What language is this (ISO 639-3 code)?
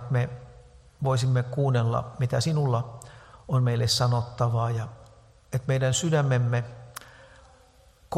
fin